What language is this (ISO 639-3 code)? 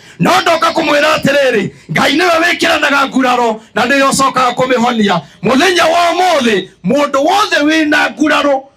kik